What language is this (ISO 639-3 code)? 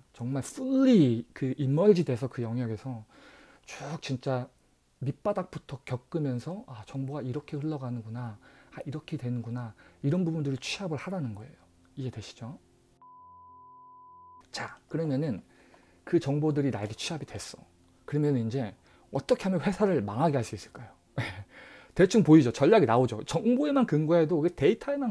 kor